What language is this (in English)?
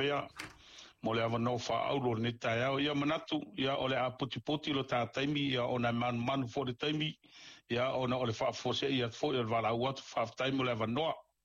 Samoan